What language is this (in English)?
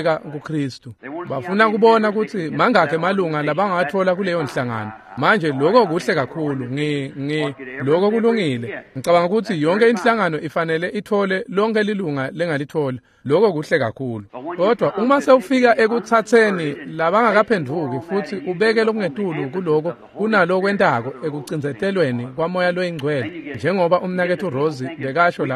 Swati